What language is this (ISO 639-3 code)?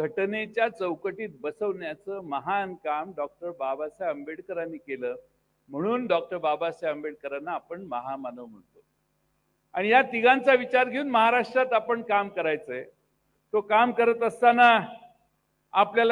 mar